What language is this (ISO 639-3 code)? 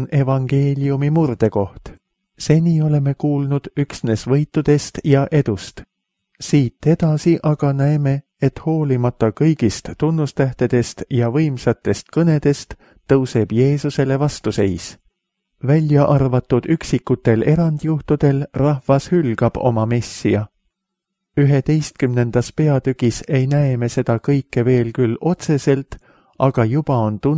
est